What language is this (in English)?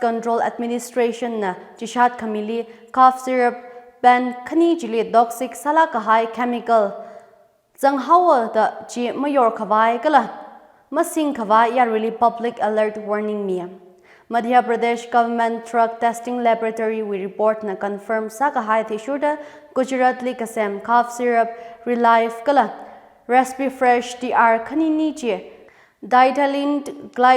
Tangkhul Naga (India)